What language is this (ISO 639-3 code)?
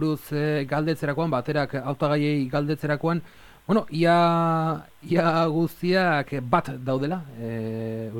eus